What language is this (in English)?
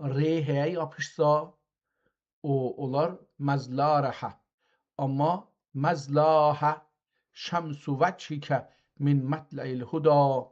South Azerbaijani